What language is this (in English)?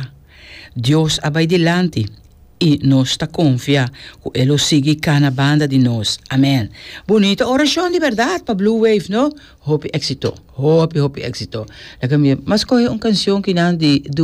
Papiamento